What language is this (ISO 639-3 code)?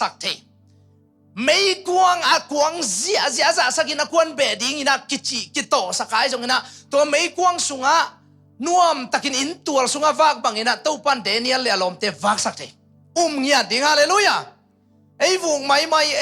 ctd